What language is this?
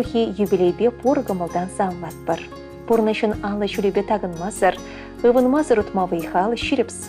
Chuvash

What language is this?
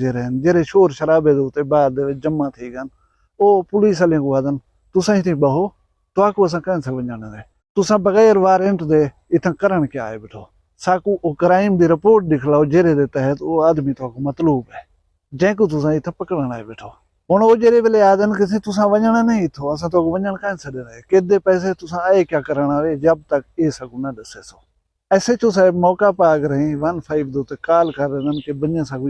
Saraiki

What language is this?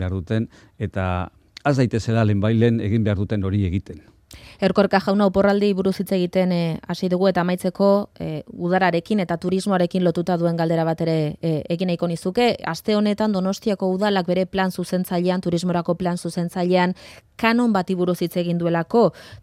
Basque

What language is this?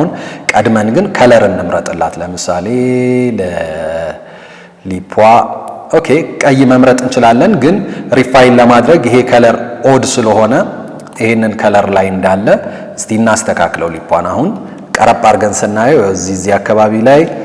Amharic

